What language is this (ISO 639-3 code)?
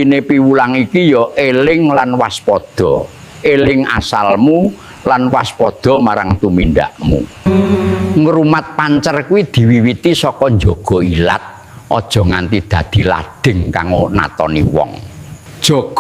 jav